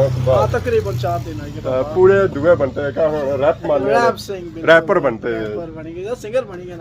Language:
Pahari-Potwari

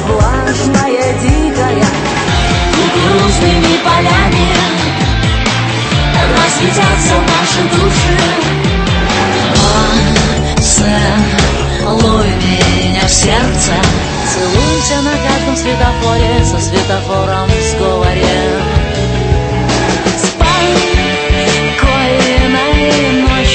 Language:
Russian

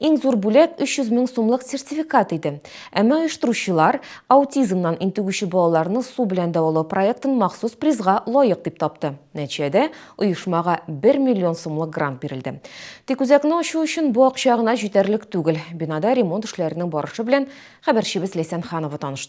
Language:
Tatar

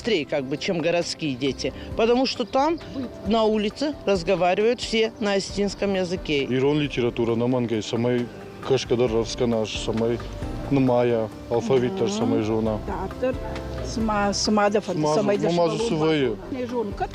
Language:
Ossetic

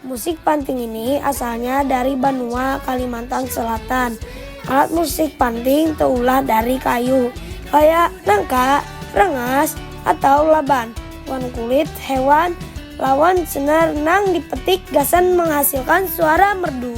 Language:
Banjar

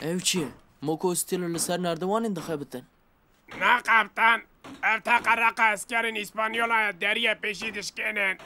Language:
Kurdish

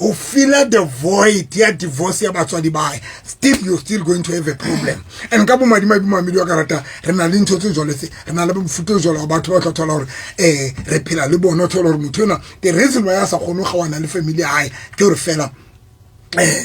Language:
Southern Sotho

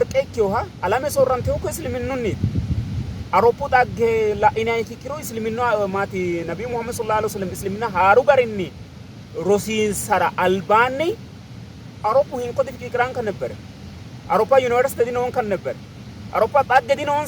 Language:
Sidamo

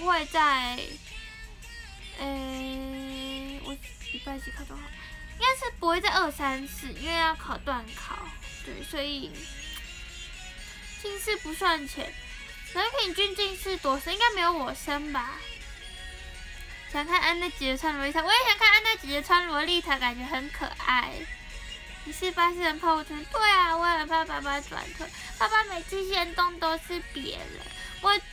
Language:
Chinese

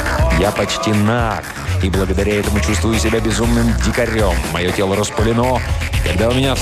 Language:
Russian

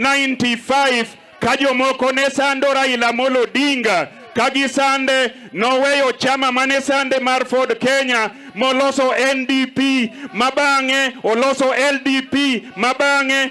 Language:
Luo (Kenya and Tanzania)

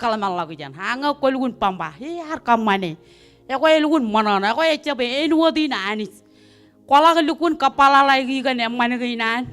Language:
Marshallese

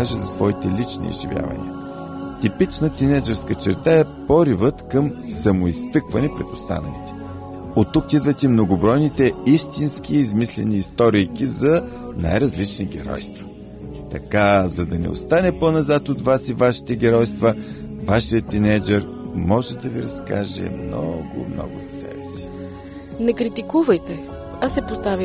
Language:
Bulgarian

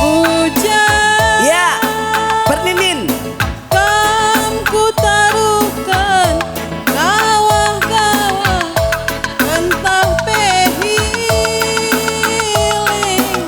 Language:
Batak Karo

